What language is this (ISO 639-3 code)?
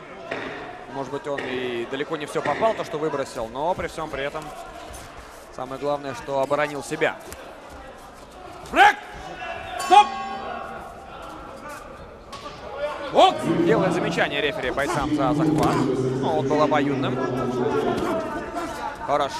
rus